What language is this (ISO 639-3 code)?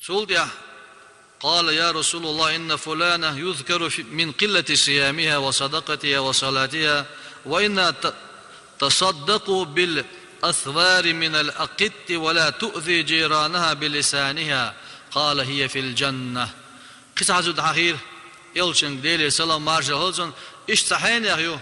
che